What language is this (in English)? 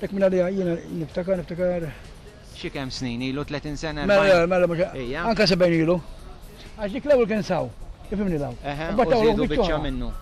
Maltese